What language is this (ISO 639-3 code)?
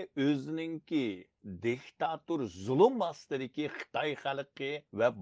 uig